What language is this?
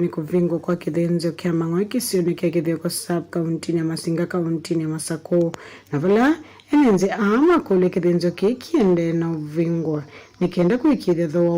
Kamba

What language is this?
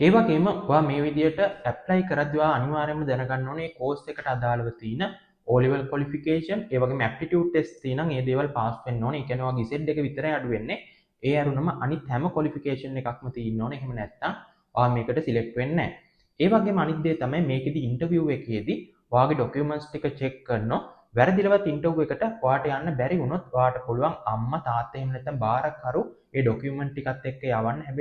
Sinhala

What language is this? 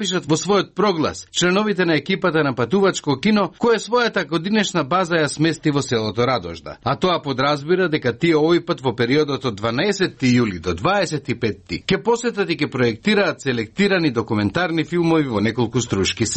Macedonian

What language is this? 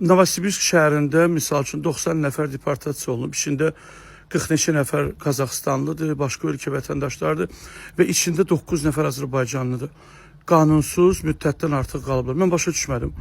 Azerbaijani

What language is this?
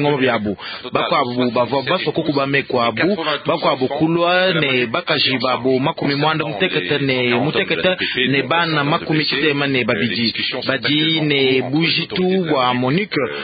Luba-Lulua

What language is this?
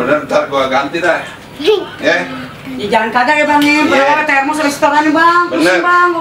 Betawi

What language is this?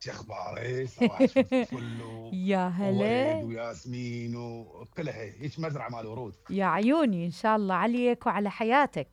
Mesopotamian Arabic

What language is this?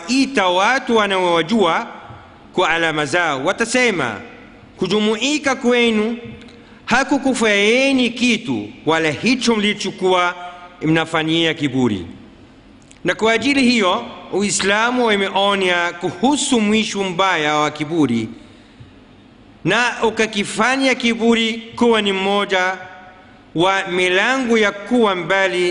Swahili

